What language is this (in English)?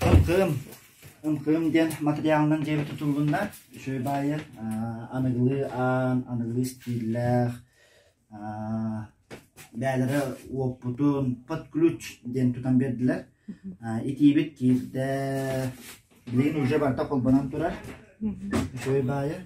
Yakut